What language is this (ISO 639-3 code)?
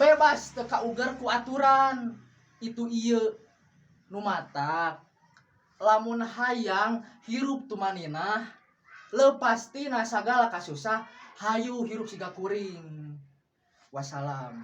sun